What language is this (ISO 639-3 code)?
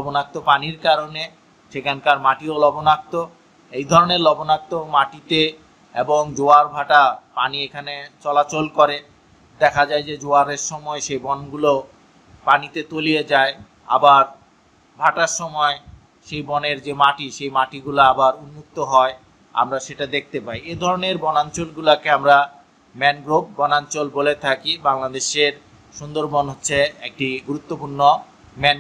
ben